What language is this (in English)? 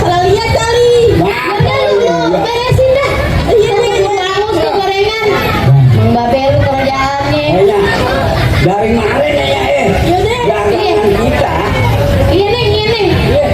Betawi